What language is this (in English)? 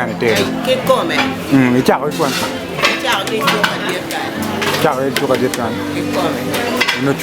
Acoli